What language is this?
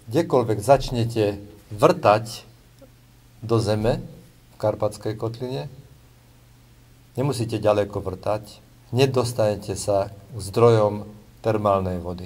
Slovak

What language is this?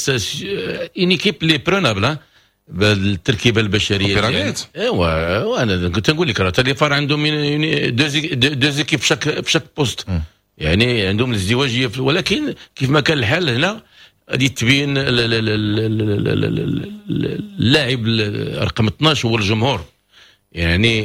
Moroccan Arabic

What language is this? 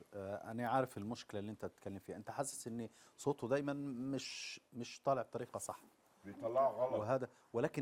Egyptian Arabic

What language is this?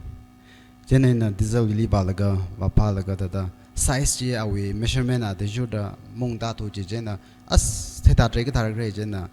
Tangkhul Naga (India)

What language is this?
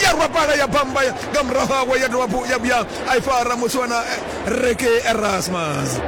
Venda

